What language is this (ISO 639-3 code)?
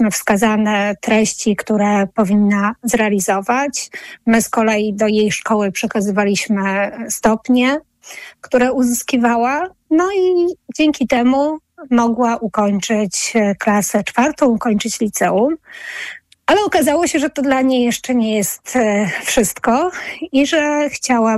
pol